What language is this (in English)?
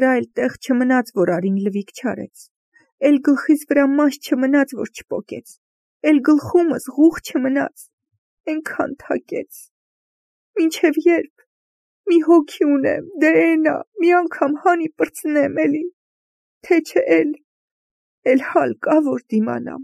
Armenian